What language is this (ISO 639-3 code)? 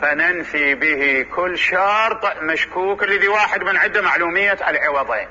acm